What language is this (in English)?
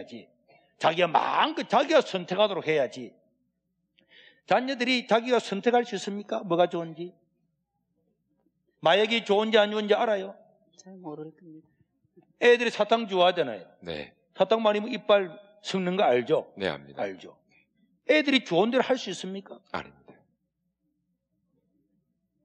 Korean